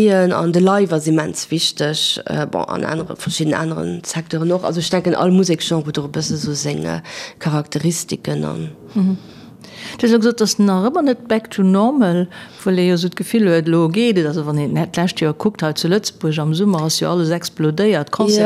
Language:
Luxembourgish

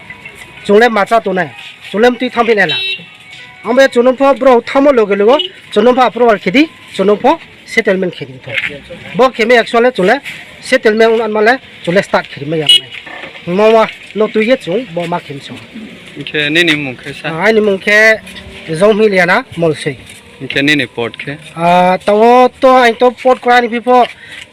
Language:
Riang (India)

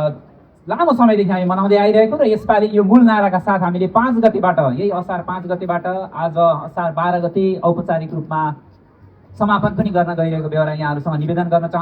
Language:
Nepali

